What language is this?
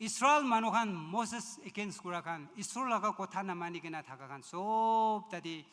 Naga Pidgin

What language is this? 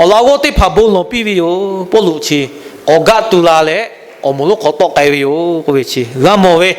Lahu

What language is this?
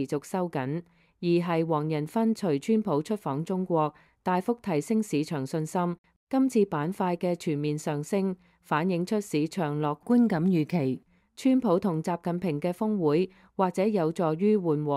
Cantonese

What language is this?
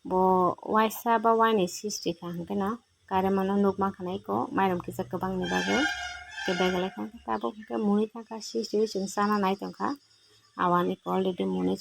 Kok Borok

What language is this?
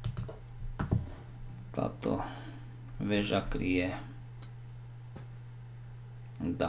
Slovak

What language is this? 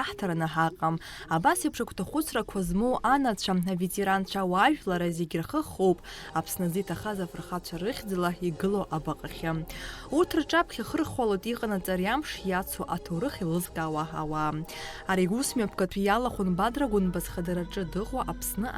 Abkhazian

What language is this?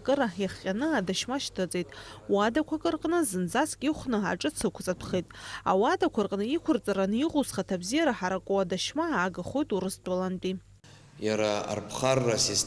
Abkhazian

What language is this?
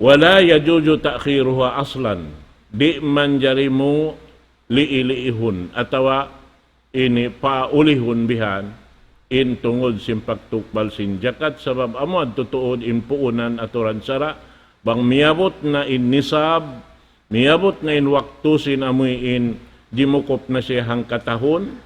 Tausug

